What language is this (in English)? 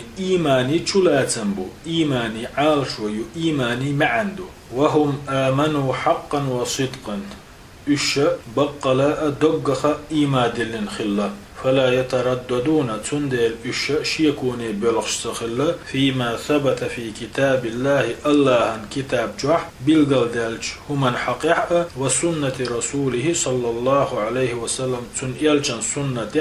Chechen